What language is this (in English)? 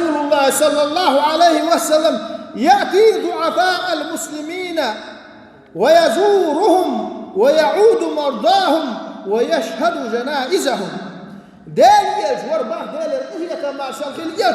Chechen